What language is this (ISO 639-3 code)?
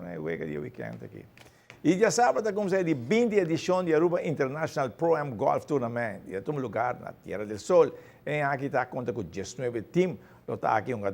pap